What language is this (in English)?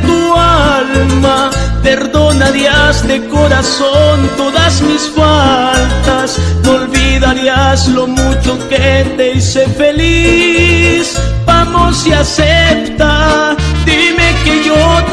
Spanish